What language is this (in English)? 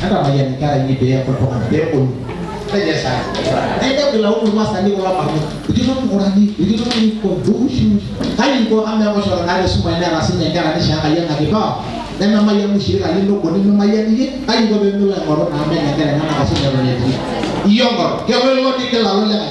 Masai